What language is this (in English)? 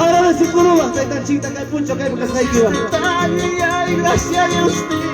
Ayacucho Quechua